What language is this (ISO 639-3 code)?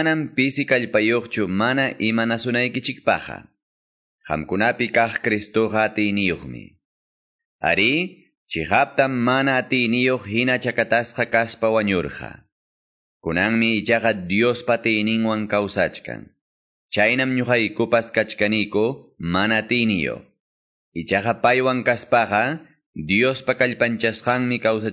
que